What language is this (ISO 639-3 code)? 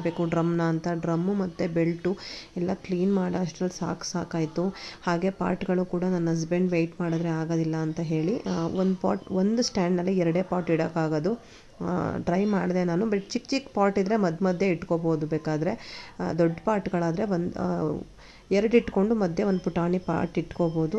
kan